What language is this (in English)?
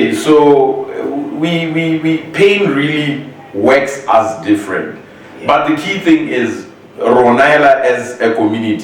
Tswana